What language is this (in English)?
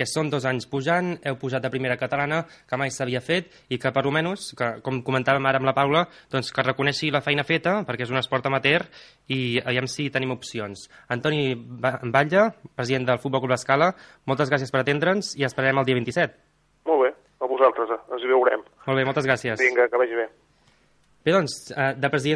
Catalan